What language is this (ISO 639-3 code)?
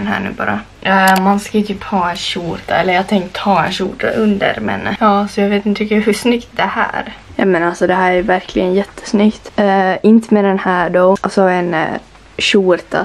swe